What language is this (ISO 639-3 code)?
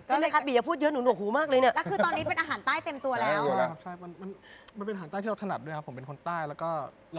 tha